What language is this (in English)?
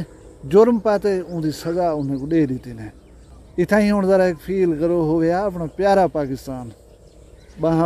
Saraiki